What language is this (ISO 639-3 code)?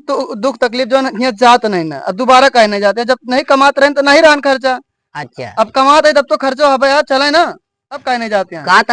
awa